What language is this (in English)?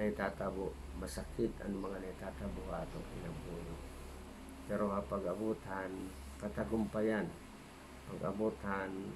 Waray